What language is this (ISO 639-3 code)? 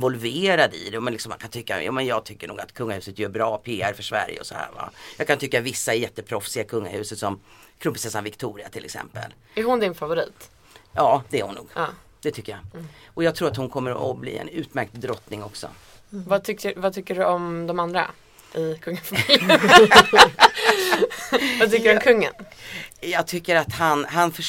swe